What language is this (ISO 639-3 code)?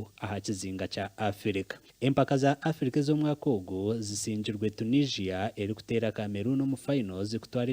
nyn